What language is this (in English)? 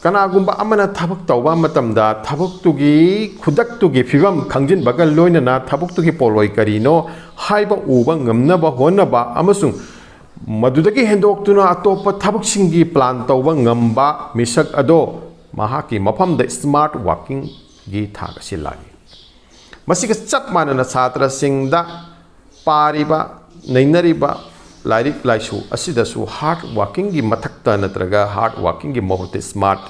Manipuri